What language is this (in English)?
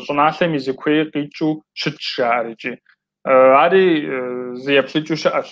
Kabardian